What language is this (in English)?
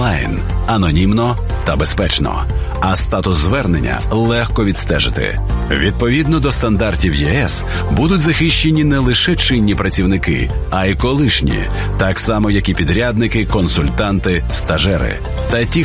Ukrainian